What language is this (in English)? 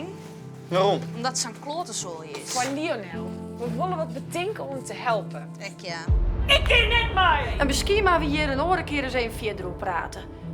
Western Frisian